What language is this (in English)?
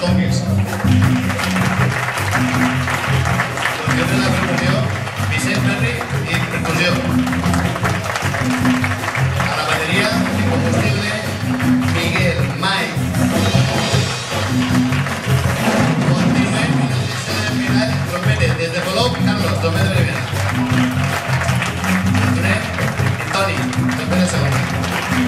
Catalan